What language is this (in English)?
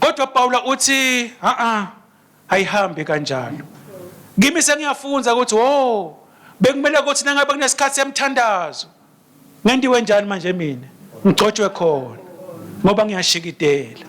Swati